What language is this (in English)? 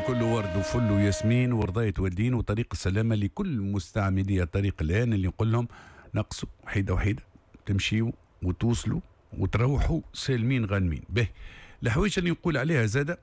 Tunisian Arabic